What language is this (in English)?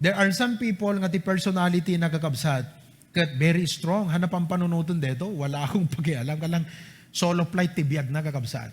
Iloko